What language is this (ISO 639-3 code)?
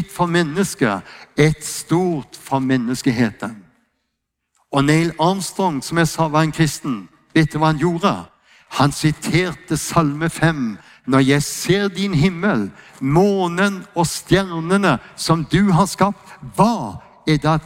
nor